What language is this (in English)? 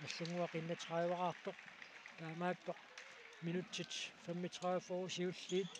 Kalaallisut